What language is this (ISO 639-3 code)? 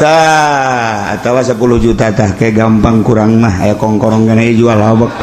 sun